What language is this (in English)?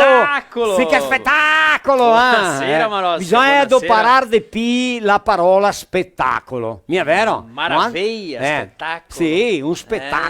Venetian